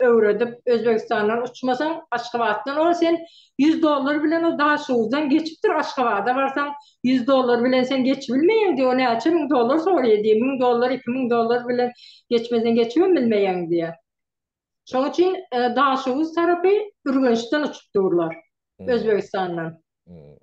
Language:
Turkmen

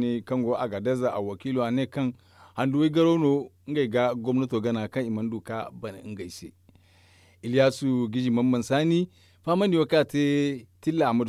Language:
Zarma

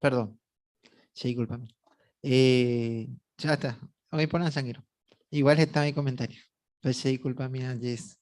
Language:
Guarani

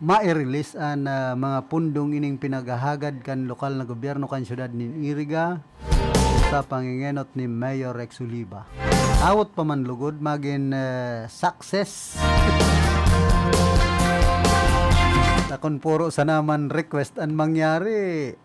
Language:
Bikol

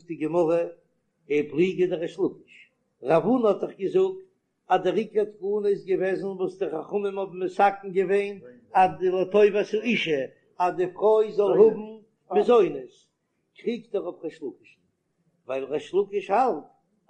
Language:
Yiddish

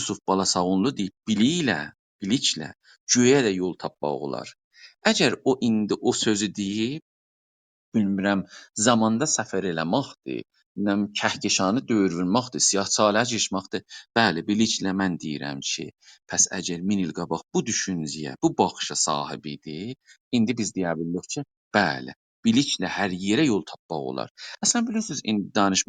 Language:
South Azerbaijani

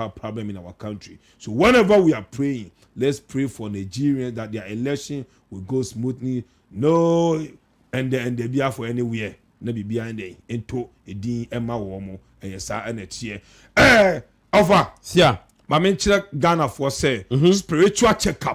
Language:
Akan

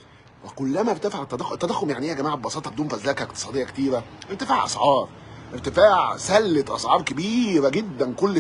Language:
Egyptian Arabic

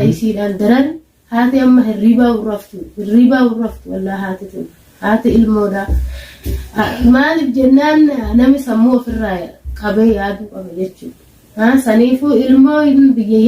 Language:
Oromo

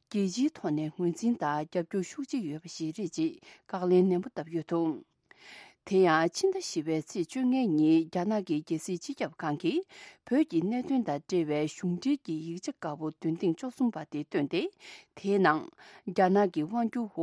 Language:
Tibetan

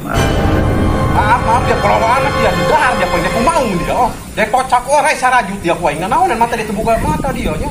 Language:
Sundanese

